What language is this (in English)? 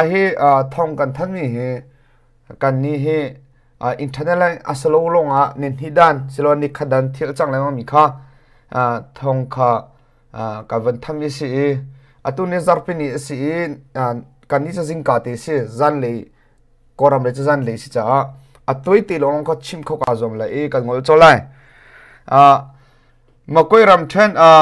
Hakha Chin